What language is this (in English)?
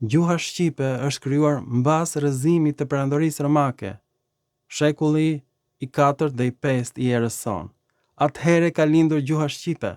Albanian